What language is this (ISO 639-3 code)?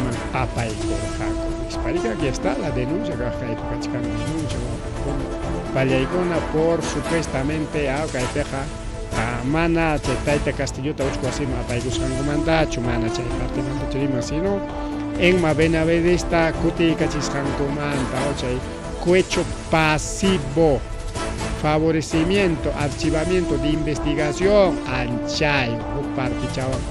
quy